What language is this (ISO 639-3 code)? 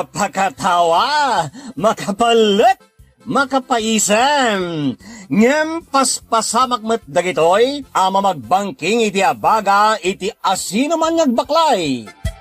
ilo